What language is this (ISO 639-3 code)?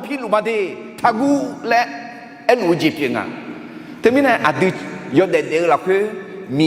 ahk